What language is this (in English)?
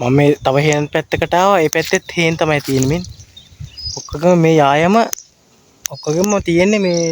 Sinhala